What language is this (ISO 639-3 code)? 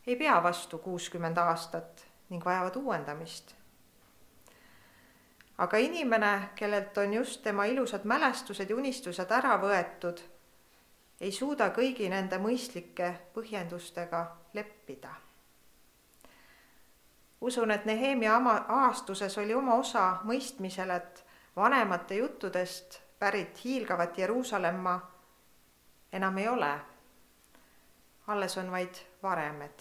est